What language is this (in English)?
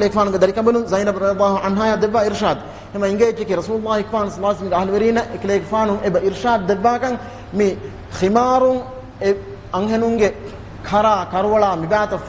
Divehi